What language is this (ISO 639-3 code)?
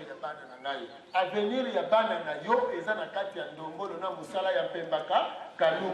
lin